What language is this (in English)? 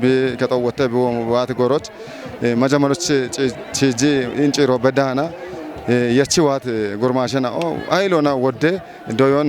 Kafa